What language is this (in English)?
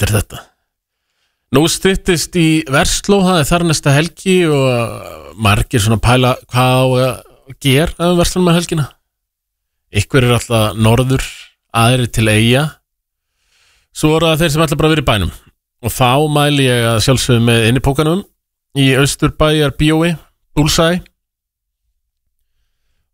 Icelandic